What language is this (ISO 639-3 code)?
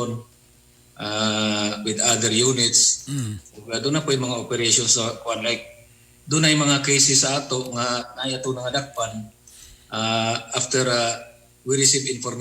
ceb